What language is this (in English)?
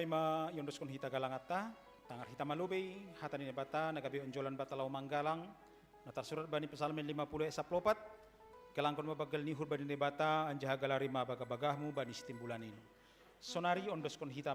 Batak Simalungun